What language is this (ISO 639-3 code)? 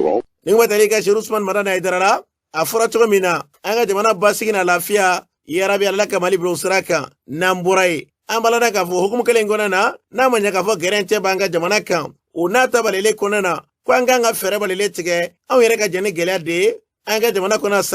bam